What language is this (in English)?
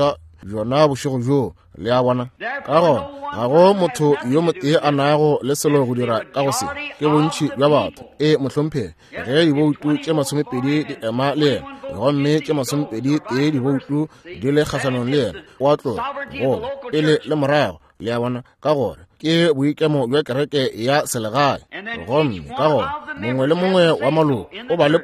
Northern Sotho